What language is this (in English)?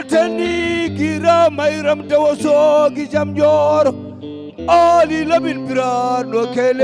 Fula